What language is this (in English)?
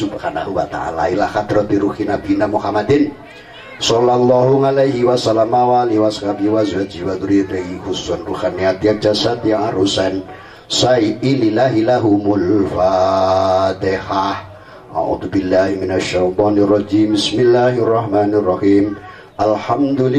Javanese